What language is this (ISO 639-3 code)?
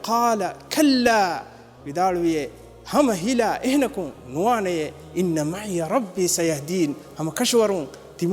div